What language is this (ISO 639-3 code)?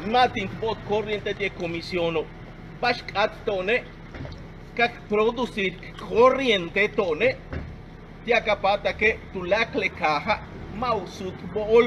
yua